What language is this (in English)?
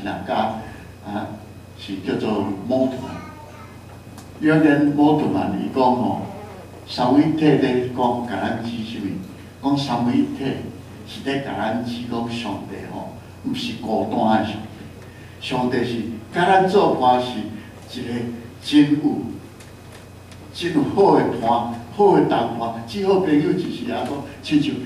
Min Nan Chinese